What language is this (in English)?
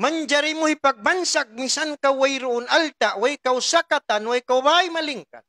Tausug